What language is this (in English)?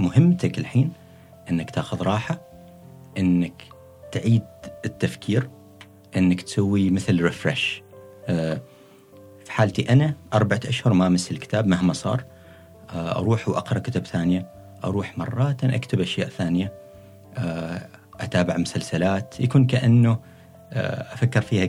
Gulf Arabic